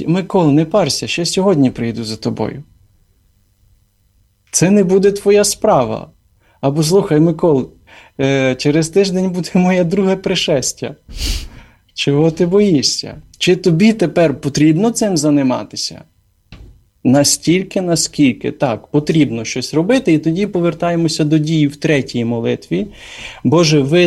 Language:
Ukrainian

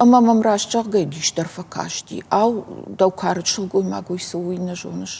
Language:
Ossetic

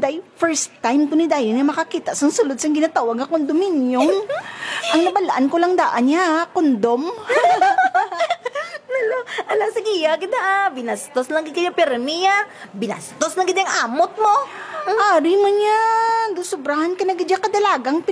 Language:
Hiligaynon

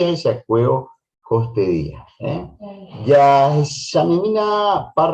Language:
Guarani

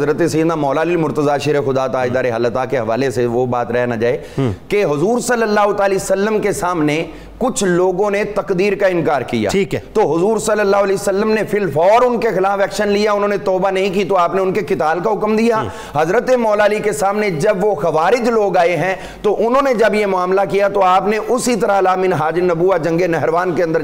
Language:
Urdu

